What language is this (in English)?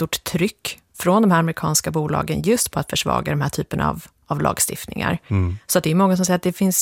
Swedish